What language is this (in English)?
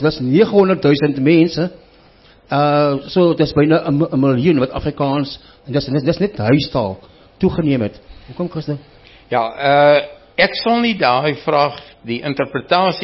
Afrikaans